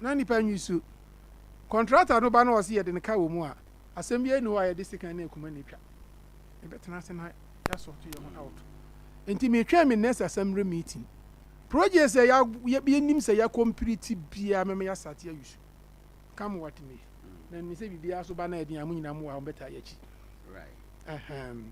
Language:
Akan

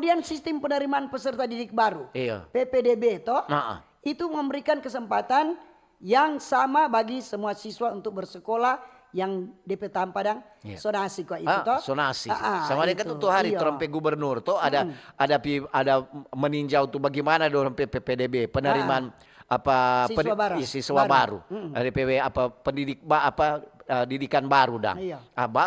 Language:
Manado Malay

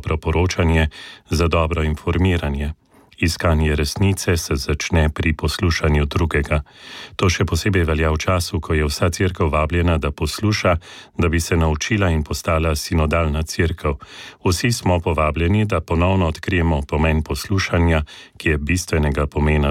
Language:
Slovenian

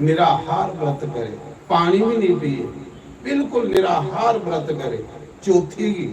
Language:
Dogri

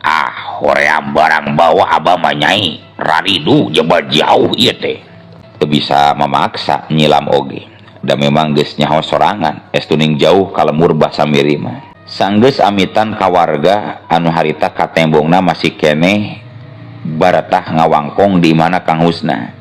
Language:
Sundanese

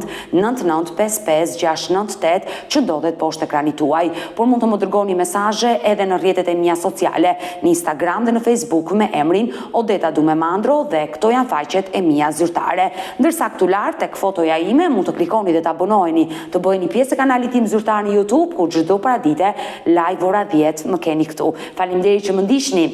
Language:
Albanian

